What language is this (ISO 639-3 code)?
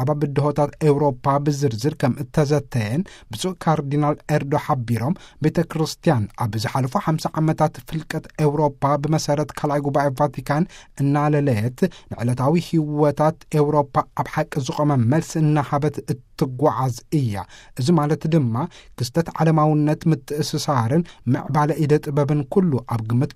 tir